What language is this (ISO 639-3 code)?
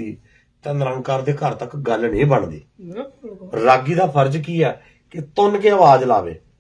pan